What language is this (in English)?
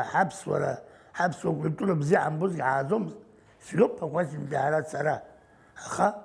Abkhazian